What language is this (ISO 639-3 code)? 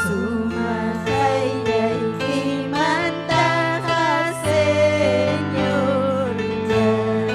quy